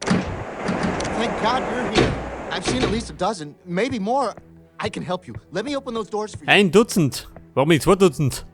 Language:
Bavarian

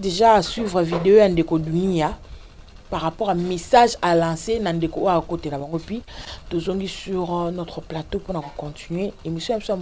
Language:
Lingala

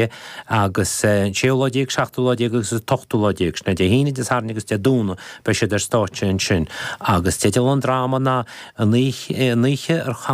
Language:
Irish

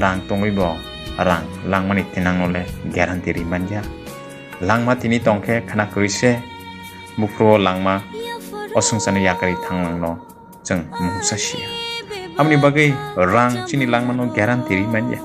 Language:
Kok Borok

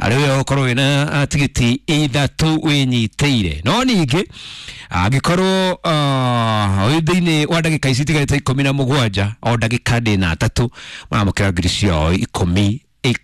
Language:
Kikuyu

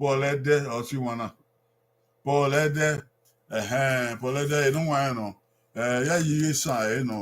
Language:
Bini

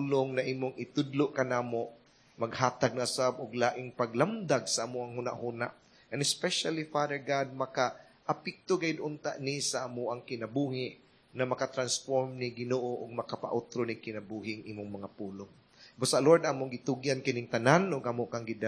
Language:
Cebuano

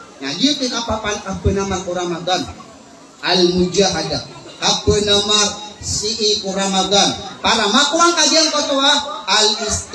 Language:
Maranao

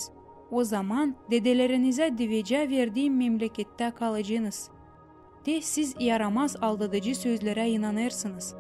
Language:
Gagauz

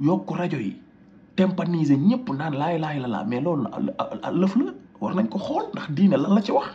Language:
Wolof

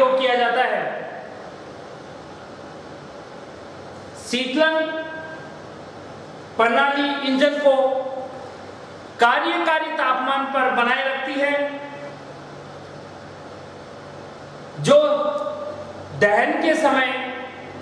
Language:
Hindi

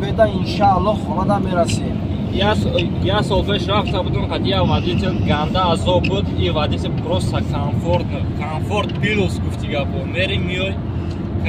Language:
Tajik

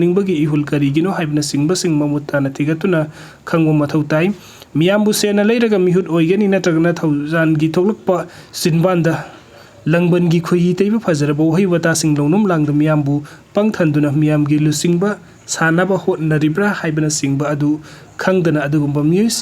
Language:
Manipuri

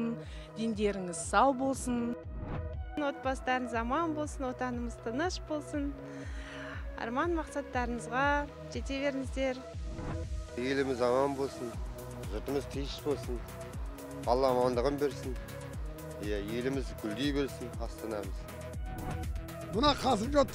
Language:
Kazakh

